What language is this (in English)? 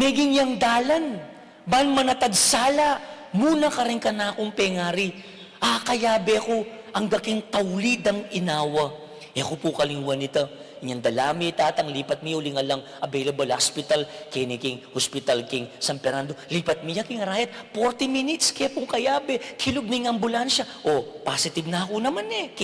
Pampanga